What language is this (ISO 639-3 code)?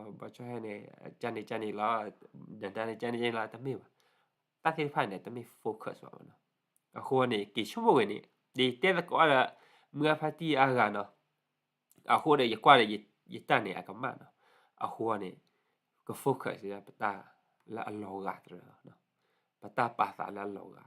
ksw